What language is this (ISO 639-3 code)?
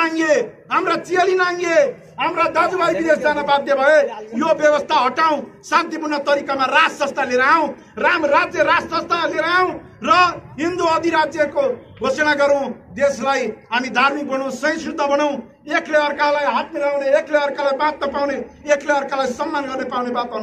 nep